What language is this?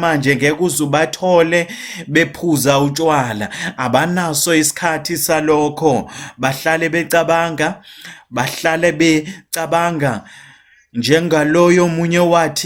Zulu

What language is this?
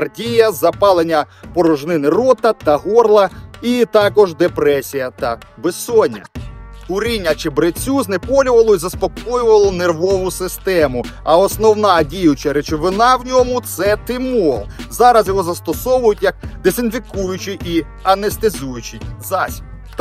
Ukrainian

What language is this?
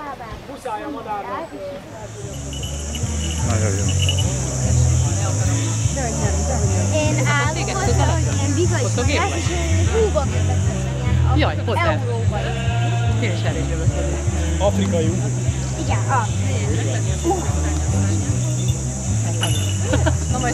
Hungarian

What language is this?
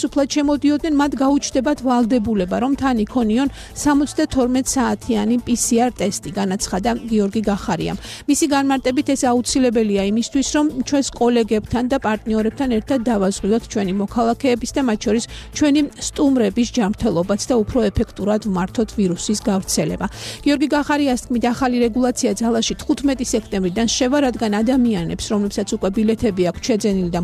Georgian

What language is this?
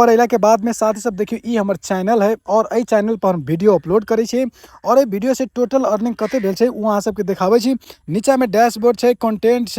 Maithili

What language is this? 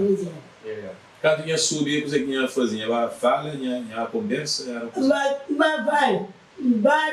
Kabuverdianu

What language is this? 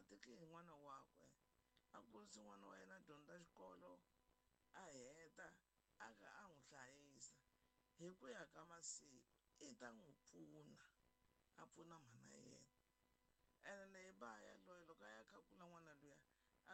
Tsonga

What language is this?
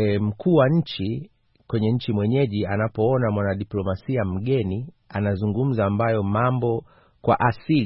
Swahili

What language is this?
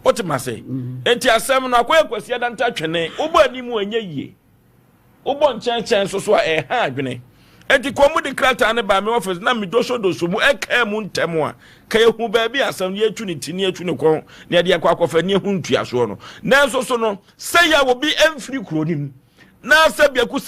Akan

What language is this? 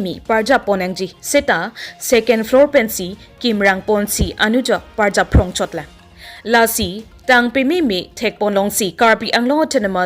Karbi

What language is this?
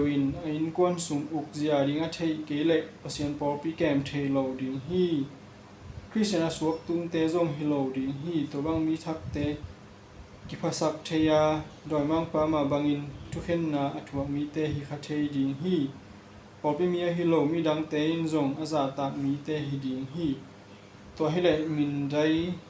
Tedim Chin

